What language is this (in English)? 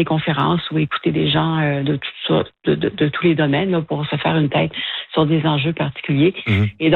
French